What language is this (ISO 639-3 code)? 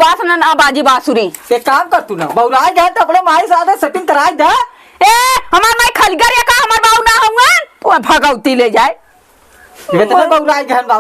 awa